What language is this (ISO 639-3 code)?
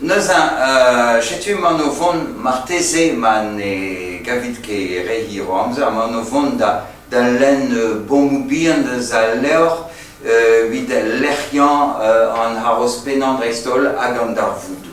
bre